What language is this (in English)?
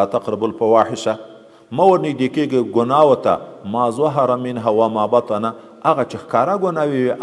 Pashto